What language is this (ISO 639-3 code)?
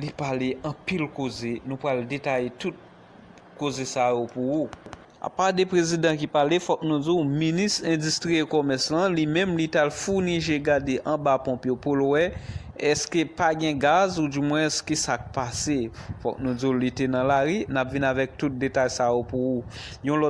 hat